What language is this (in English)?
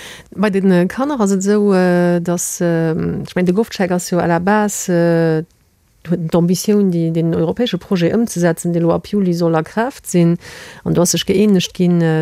Luxembourgish